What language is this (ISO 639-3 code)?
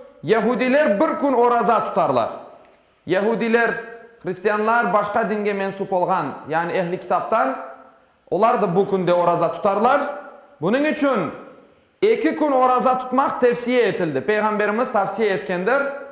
crh